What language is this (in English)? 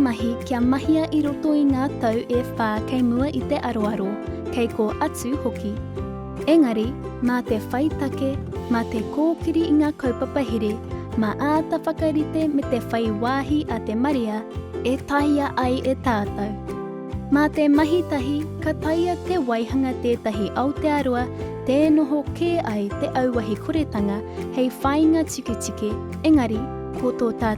Māori